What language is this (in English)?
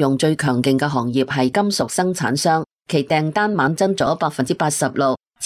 Cantonese